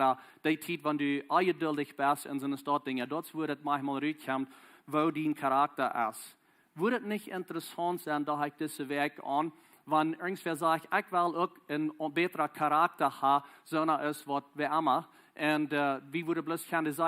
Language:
Plautdietsch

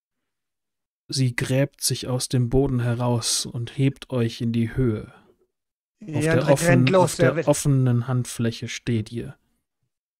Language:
German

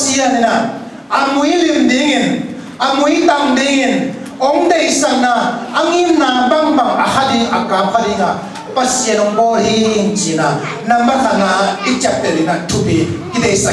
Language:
Tedim Chin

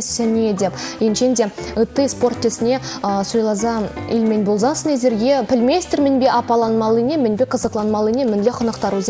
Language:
Chuvash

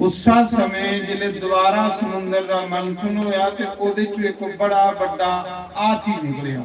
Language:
Dogri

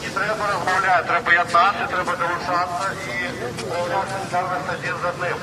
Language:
Belarusian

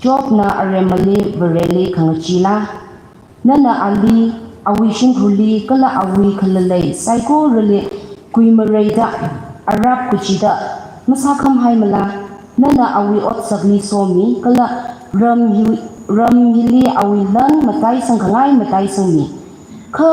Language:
Tangkhul Naga (India)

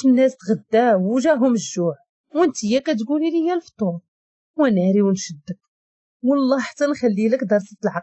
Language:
Moroccan Arabic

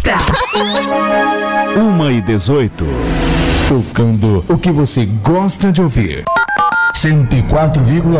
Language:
Portuguese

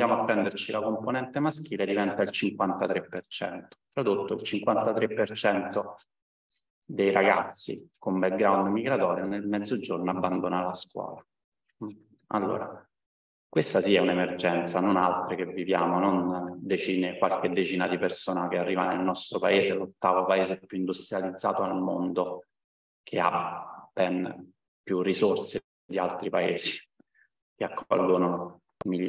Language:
Italian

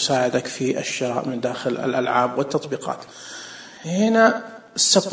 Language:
Najdi Arabic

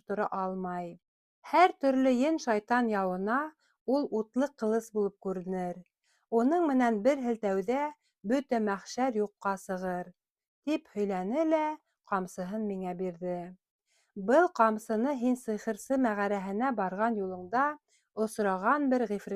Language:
Bashkir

